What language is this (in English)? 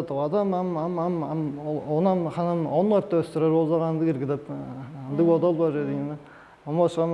Tuvinian